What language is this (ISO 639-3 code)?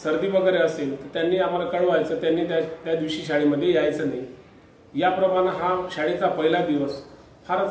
mar